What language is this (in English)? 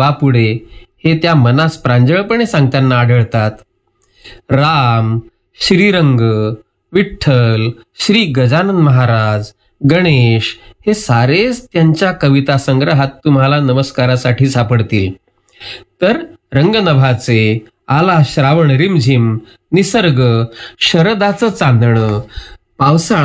Marathi